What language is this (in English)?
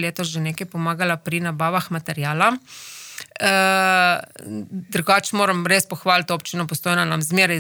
Slovenian